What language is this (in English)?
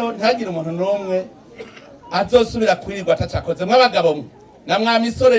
Rundi